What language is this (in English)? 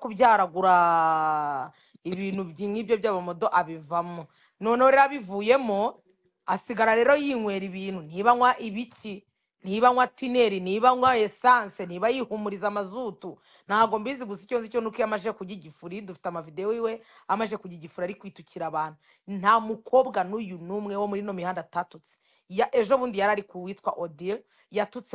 Kinyarwanda